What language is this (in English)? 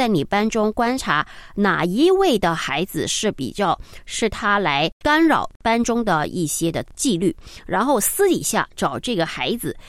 Chinese